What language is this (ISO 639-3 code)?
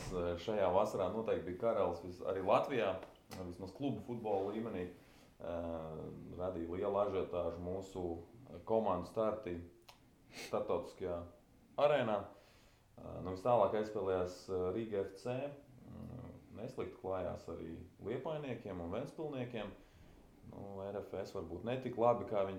lav